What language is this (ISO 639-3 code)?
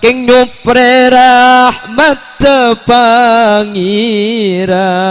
mad